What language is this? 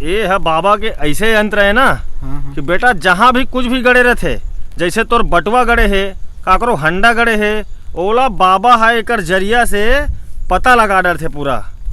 Chhattisgarhi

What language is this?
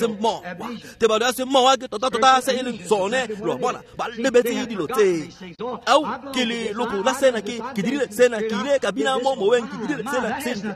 Tswana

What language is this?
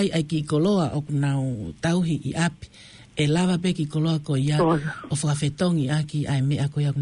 Tongan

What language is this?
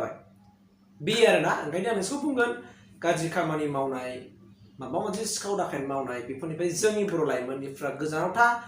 Bodo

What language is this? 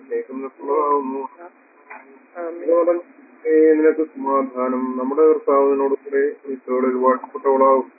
Malayalam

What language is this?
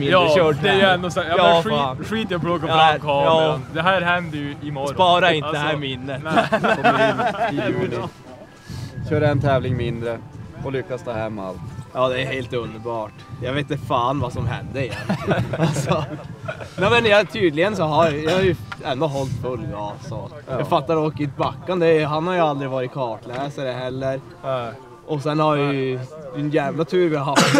Swedish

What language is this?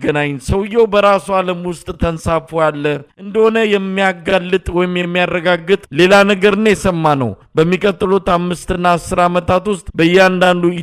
Amharic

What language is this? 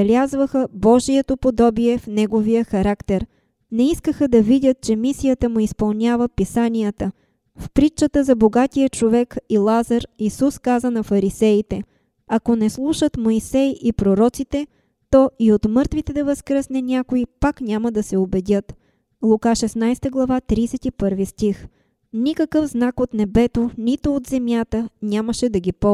Bulgarian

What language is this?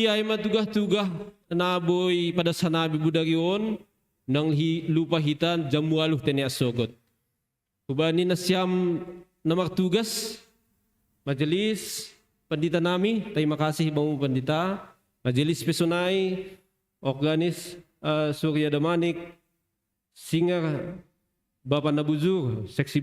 Batak Simalungun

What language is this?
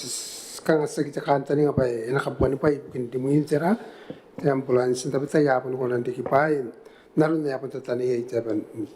Gilbertese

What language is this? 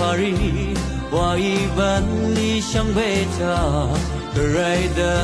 Rawang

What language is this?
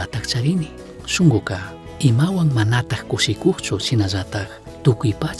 Chimborazo Highland Quichua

